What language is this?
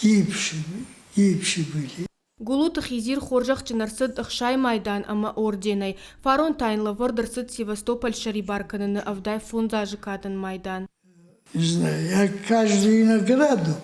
Ossetic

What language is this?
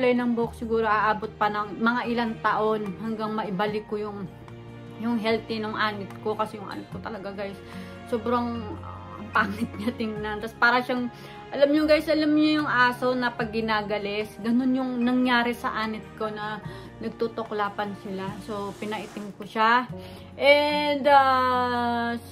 Filipino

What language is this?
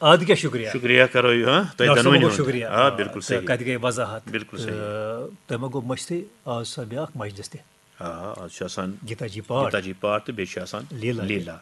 Kashmiri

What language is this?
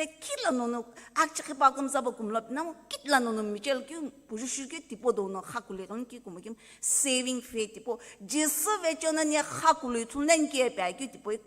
Sumi Naga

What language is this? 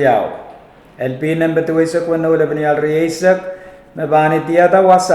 Pohnpeian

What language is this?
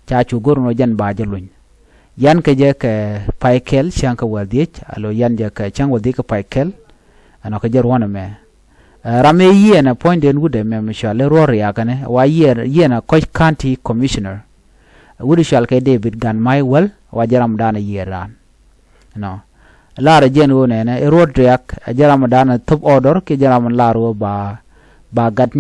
Nuer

